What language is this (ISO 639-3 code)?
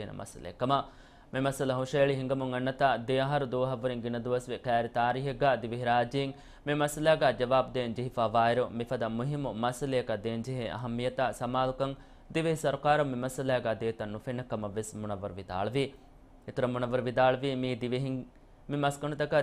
div